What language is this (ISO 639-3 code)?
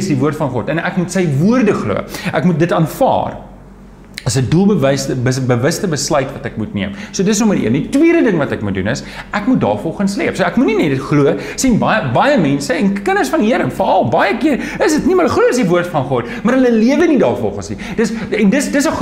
afr